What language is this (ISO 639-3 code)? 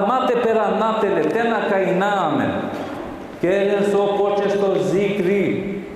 rmn